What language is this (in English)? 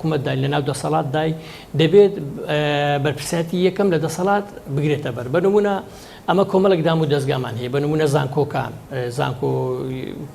Central Kurdish